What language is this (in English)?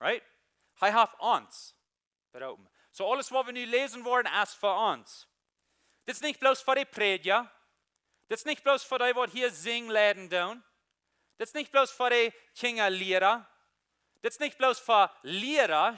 Plautdietsch